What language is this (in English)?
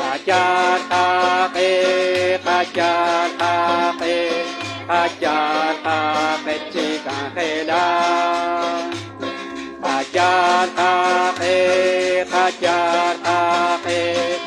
Kekchí